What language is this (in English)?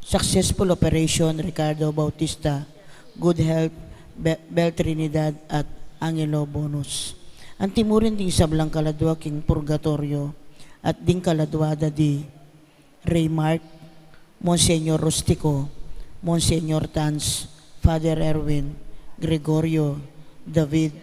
Pampanga